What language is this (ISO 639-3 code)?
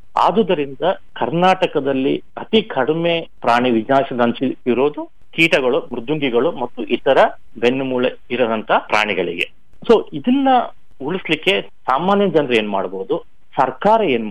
kan